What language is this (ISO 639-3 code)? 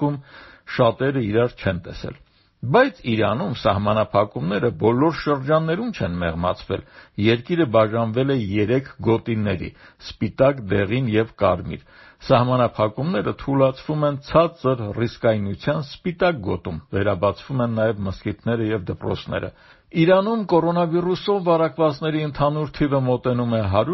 hye